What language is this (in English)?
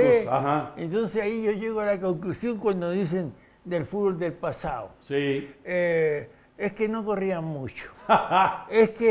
Spanish